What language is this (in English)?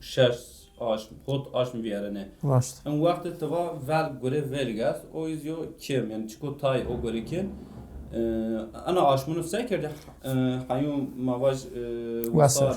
Zaza